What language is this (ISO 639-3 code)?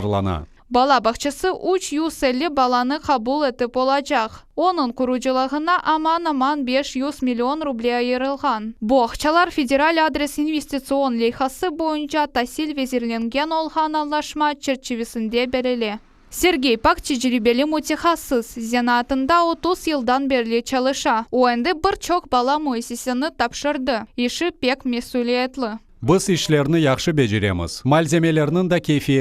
crh